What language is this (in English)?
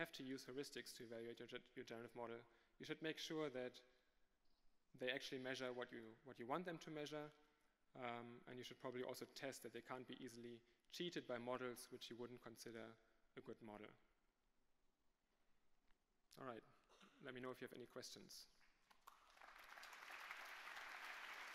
English